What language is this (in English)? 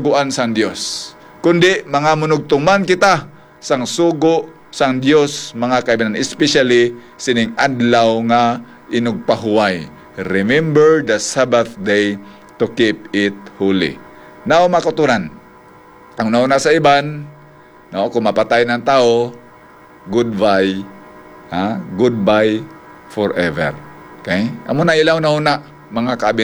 Hiligaynon